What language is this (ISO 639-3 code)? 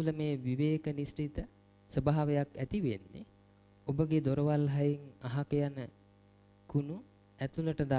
sin